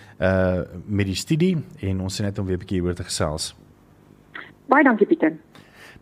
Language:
Afrikaans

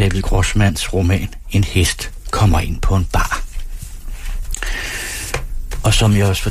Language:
Danish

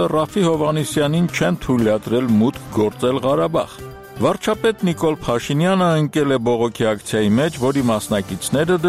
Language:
Armenian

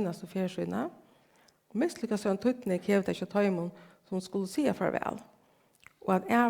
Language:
Faroese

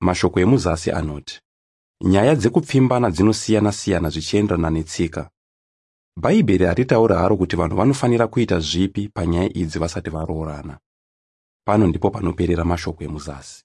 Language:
Shona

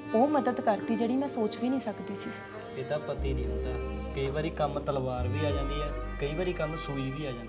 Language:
Punjabi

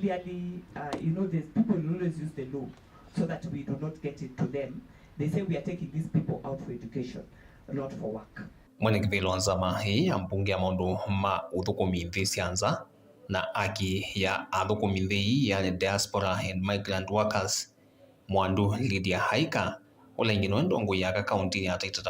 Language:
Kamba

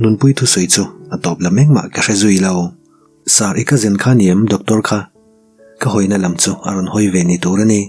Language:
Mizo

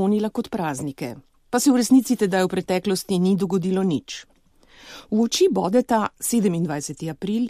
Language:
Slovenian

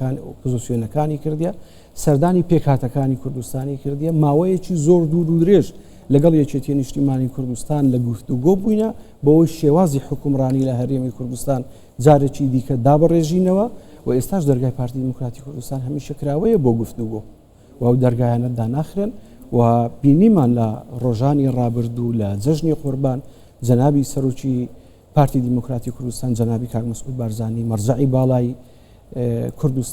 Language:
Central Kurdish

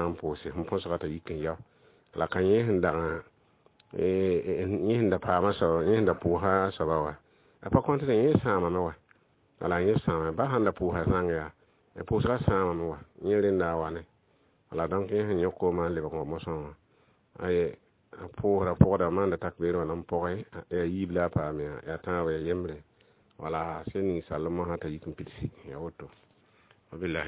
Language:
Mossi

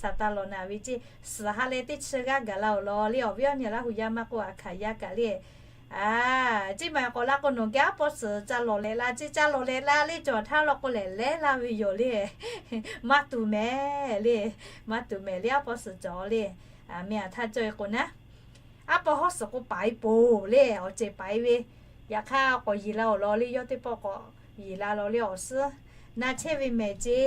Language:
Lahu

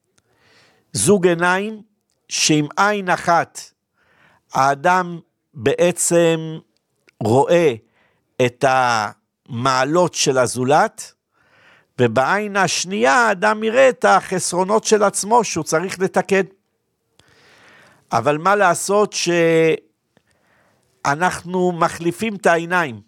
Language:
Hebrew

